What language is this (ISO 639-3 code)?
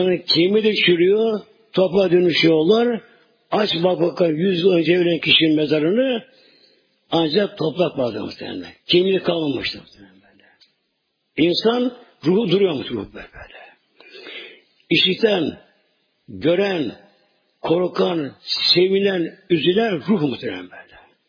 tur